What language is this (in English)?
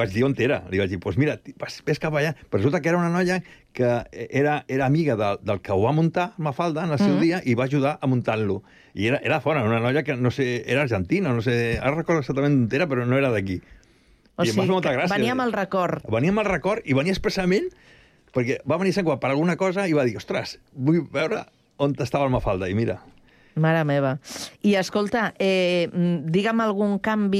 Catalan